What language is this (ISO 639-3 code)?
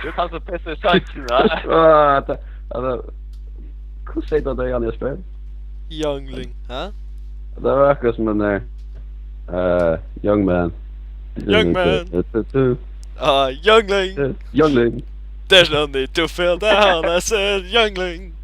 fao